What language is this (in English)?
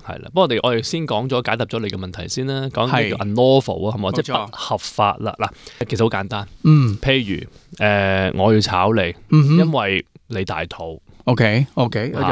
Cantonese